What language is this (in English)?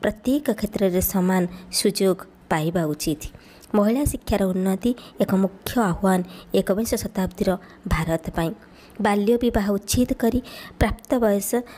Odia